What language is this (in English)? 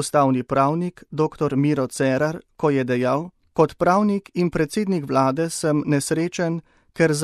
Slovenian